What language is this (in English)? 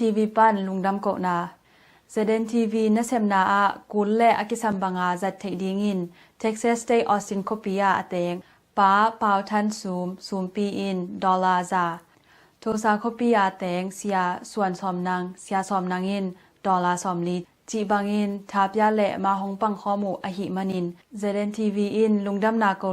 Tedim Chin